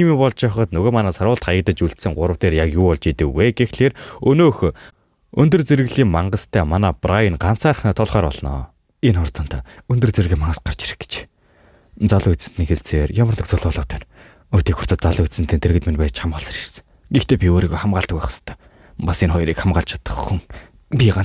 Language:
Mongolian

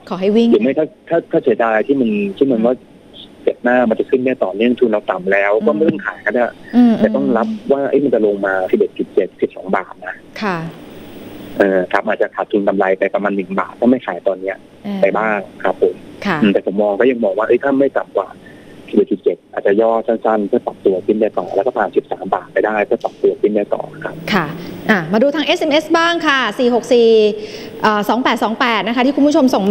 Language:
Thai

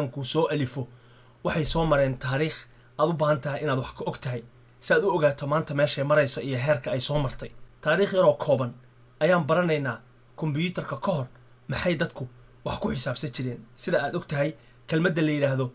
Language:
Somali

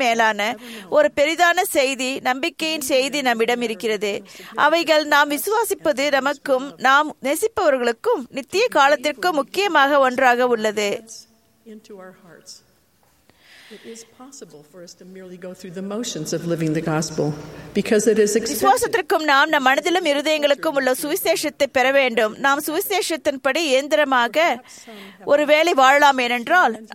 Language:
Tamil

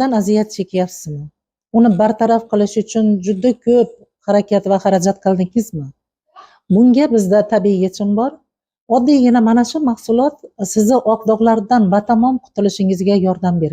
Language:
Uzbek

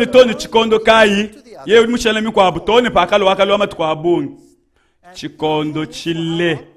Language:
Luba-Lulua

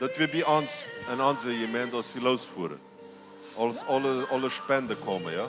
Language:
Plautdietsch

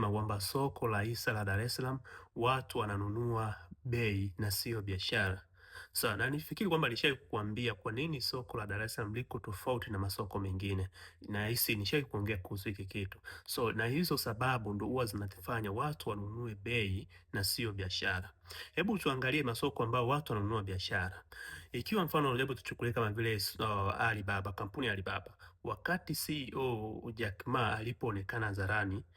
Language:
Swahili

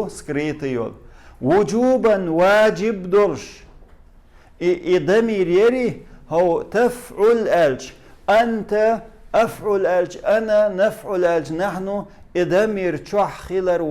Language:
Chechen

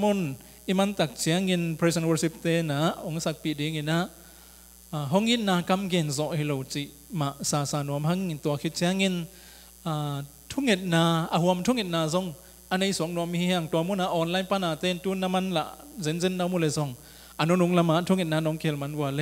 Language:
Tedim Chin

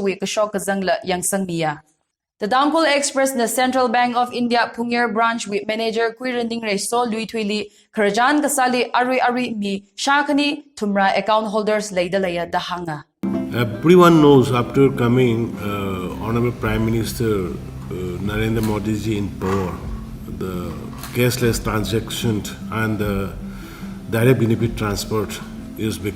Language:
Tangkhul Naga (India)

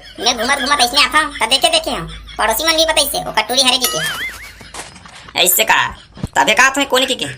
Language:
Chhattisgarhi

